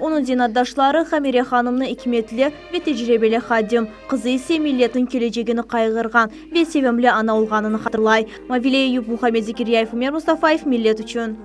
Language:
Crimean Tatar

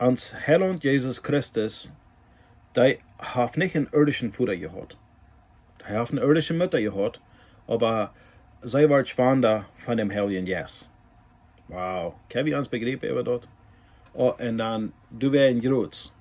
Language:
Plautdietsch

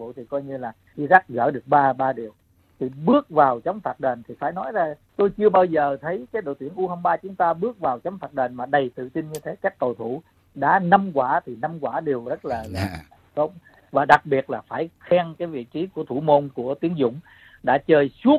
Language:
Vietnamese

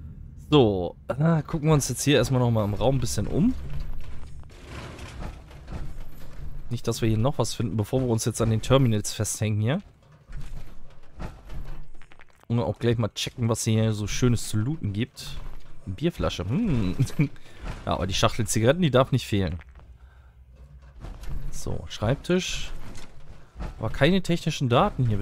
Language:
German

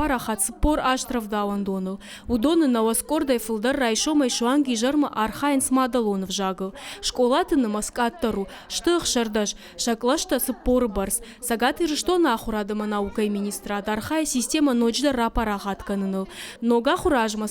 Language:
Ossetic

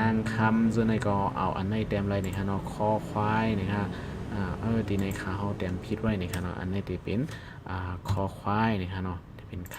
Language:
Shan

